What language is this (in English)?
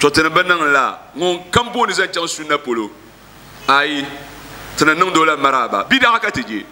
Dagbani